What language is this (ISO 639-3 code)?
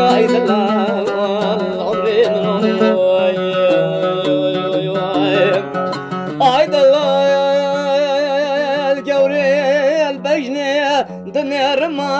kur